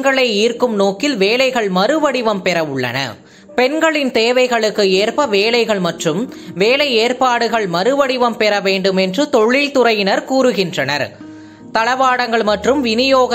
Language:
Tamil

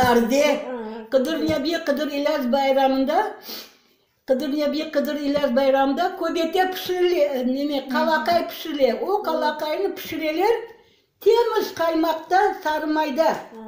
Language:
Crimean Tatar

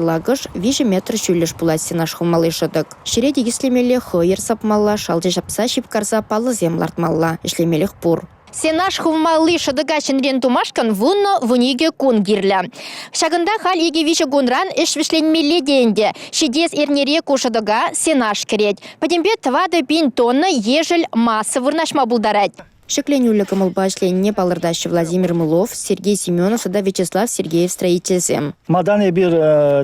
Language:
Chuvash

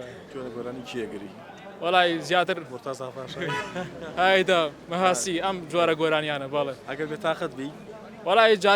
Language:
Central Kurdish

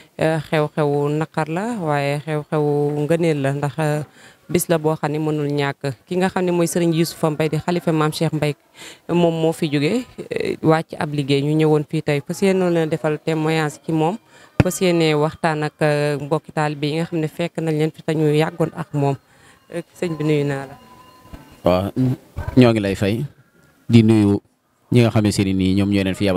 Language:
Wolof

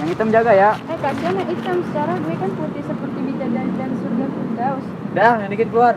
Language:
Betawi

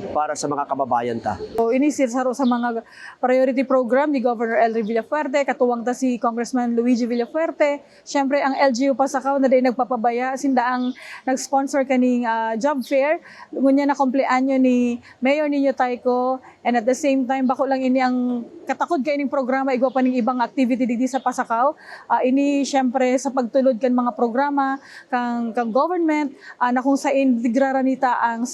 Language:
Bikol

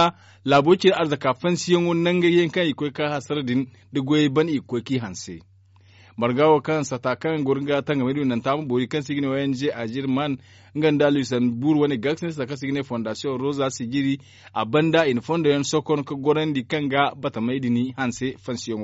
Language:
Zarma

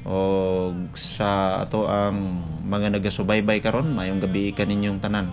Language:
Cebuano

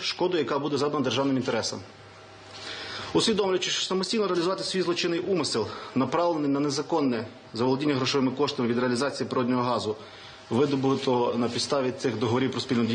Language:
Ukrainian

